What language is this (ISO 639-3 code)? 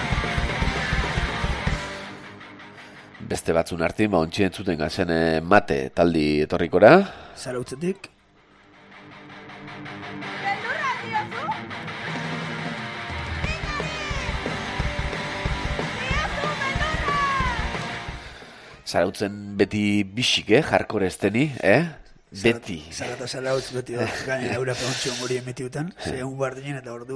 eus